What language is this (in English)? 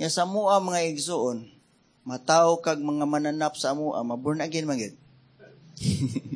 Cebuano